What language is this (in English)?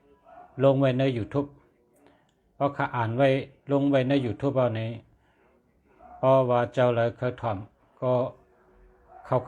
Shan